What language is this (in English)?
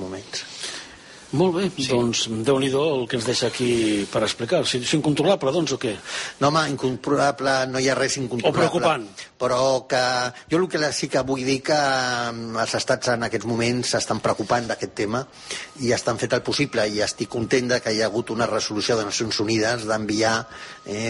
Catalan